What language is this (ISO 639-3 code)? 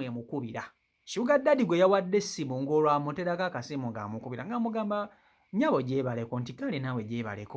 lug